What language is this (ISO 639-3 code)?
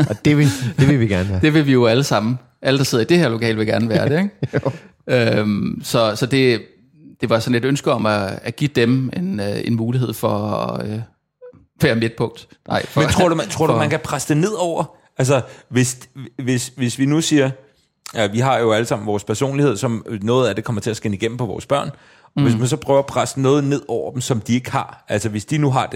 dan